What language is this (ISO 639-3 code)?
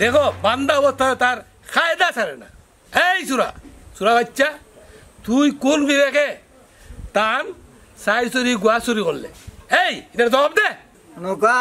syl